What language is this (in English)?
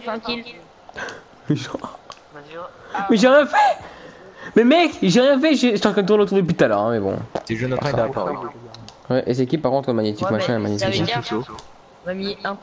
French